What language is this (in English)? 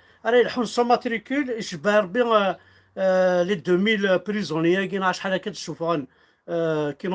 Kabyle